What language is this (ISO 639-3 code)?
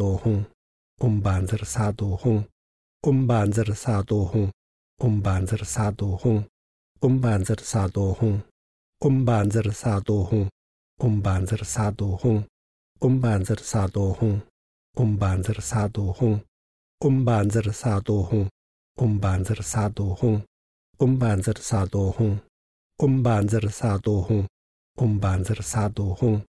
est